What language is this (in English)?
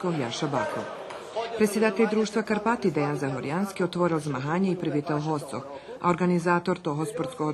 Rusyn